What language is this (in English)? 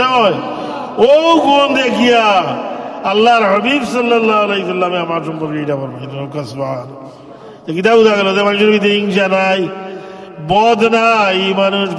Sylheti